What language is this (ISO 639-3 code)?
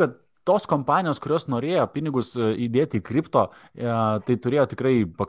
lit